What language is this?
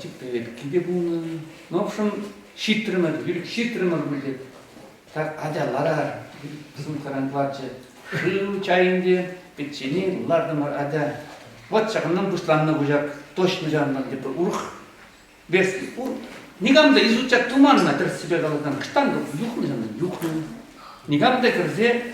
Chuvash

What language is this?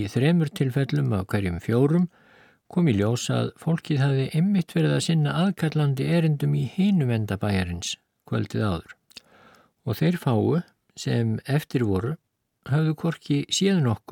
Icelandic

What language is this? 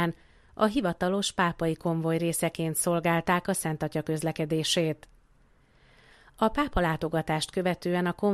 Hungarian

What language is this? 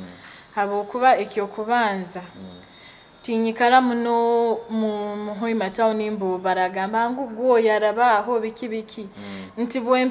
Nyoro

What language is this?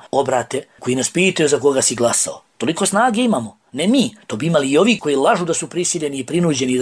Bosnian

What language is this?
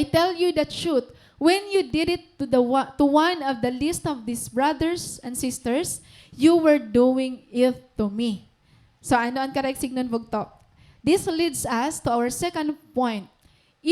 Waray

